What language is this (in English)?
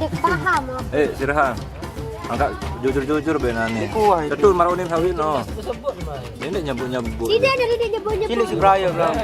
Sasak